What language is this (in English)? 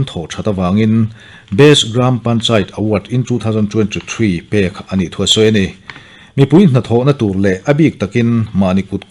Mizo